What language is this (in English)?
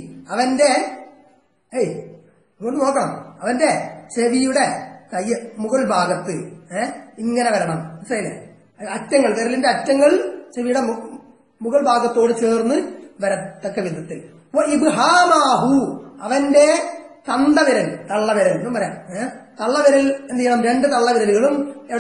Malayalam